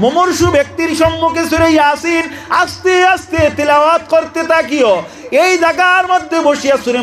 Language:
Sylheti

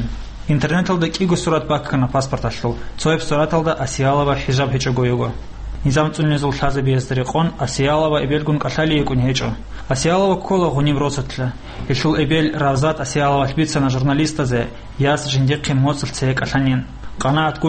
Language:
Avaric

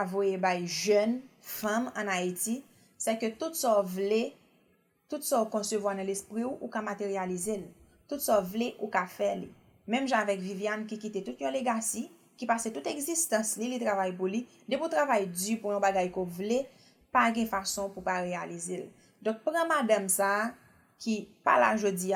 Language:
Haitian Creole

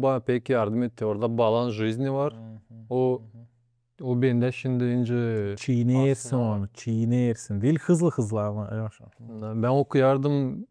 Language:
Gagauz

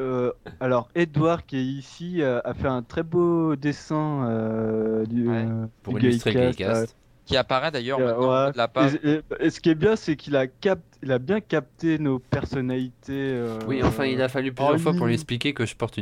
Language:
French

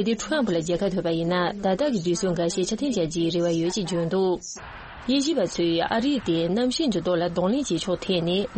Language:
Tibetan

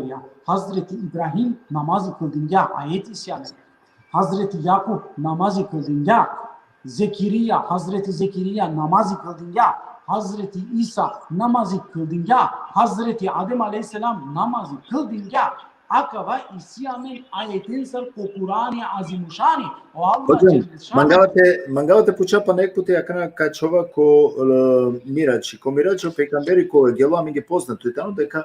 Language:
Balkan Romani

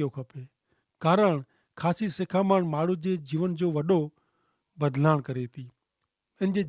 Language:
Kachhi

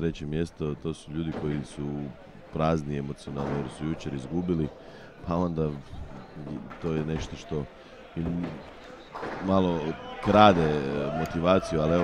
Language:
Croatian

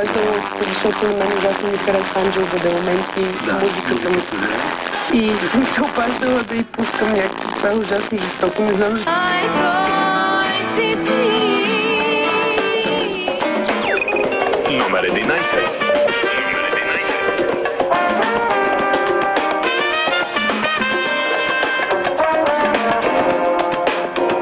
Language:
Bulgarian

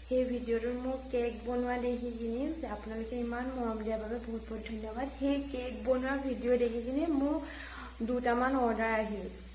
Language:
Assamese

